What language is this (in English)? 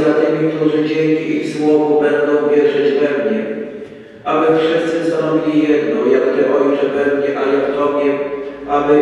Polish